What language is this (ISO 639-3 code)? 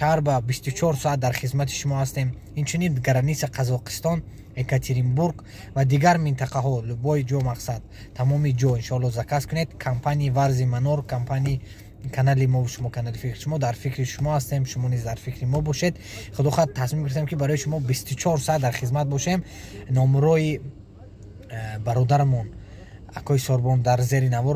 tgk